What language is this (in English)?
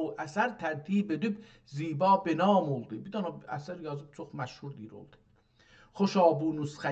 South Azerbaijani